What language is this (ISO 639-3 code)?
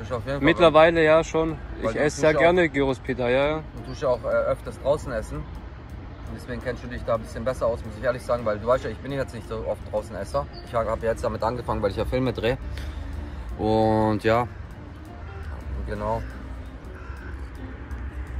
deu